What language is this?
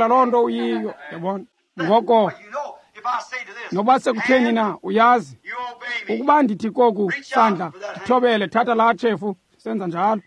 Xhosa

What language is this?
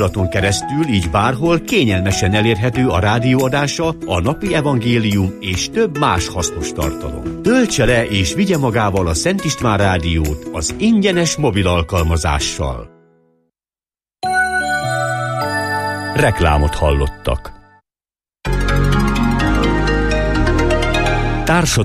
Hungarian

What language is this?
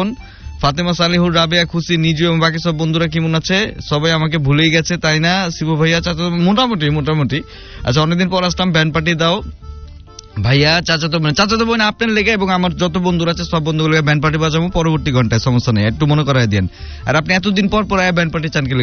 Bangla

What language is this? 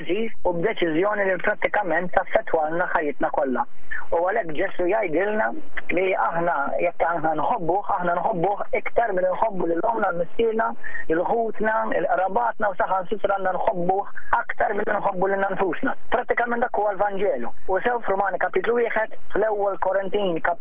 Maltese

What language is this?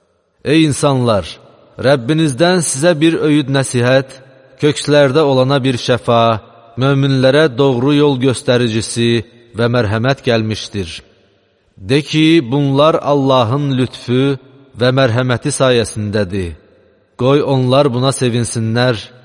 Azerbaijani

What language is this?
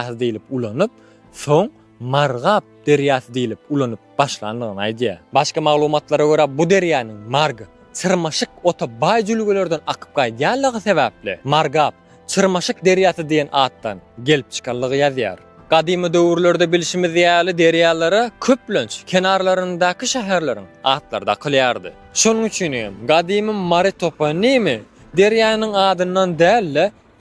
Turkmen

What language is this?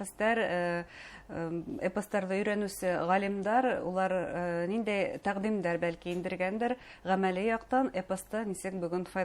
Bashkir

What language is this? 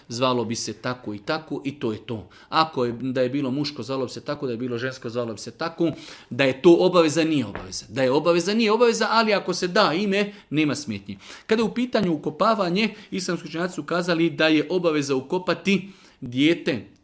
Serbian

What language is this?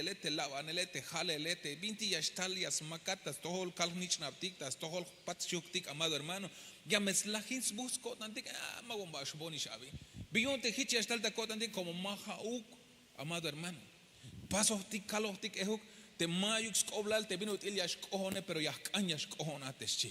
Tzeltal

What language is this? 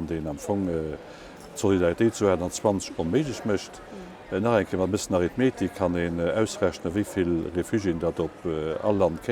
Luxembourgish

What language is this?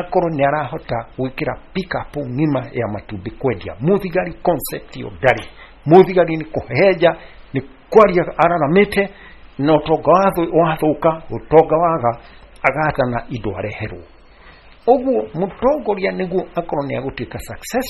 Kikuyu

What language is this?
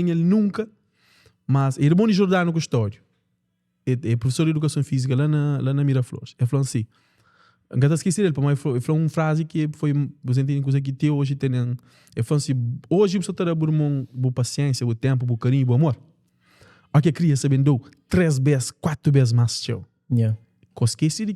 Kabuverdianu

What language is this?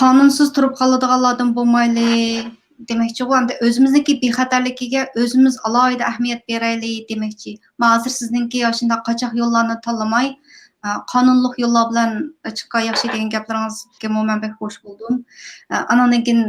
Uyghur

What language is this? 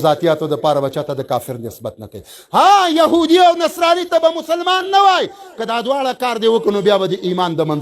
Pashto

